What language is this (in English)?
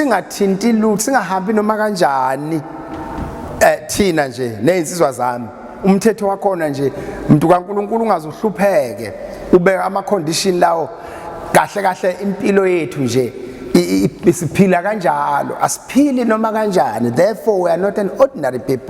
Zulu